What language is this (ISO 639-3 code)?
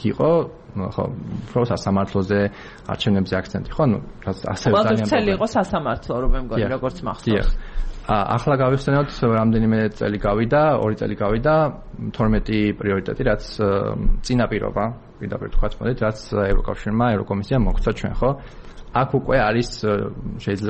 kat